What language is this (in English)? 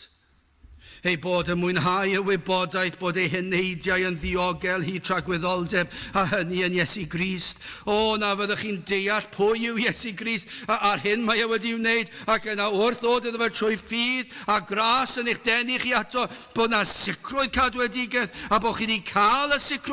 Welsh